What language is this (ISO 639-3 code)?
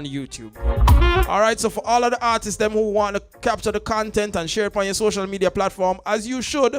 jam